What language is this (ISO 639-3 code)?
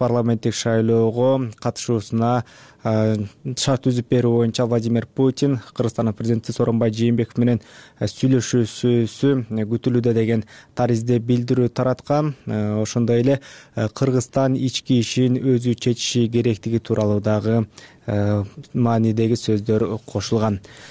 kir